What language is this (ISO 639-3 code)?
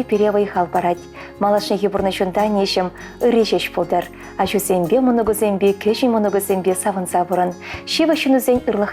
chv